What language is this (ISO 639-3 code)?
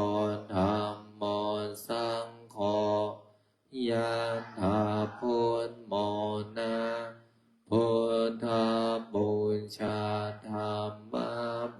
pli